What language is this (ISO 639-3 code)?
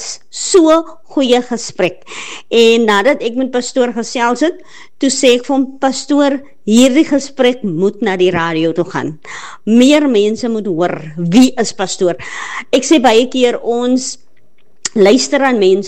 afr